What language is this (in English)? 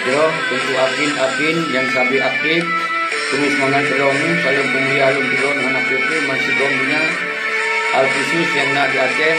Achinese